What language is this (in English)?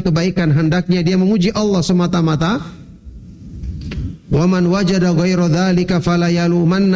Indonesian